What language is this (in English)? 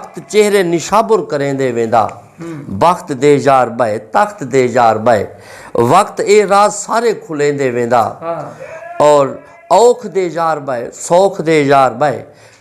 Saraiki